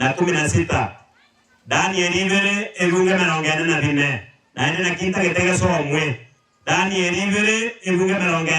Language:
Gusii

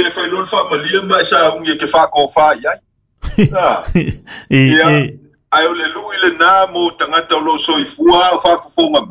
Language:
Samoan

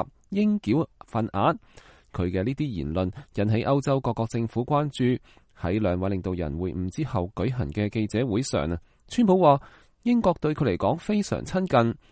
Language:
Cantonese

